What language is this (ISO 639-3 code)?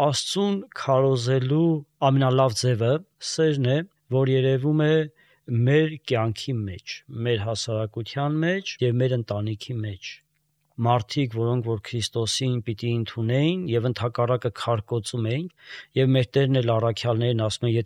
hye